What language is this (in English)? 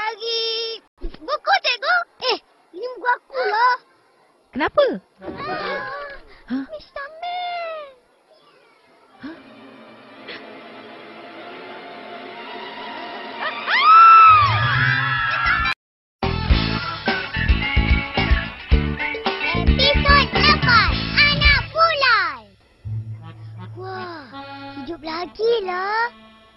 Malay